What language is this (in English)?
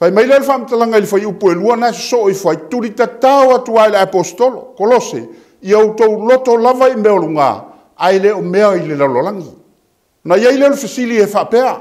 Samoan